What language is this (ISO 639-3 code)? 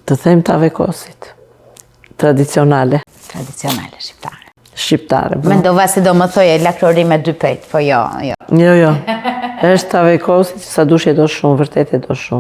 sqi